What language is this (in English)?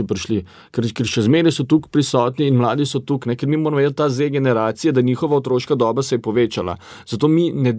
Slovenian